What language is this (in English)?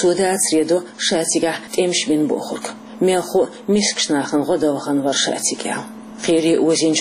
Chechen